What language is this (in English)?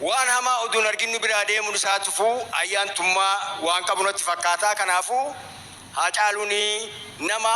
Oromo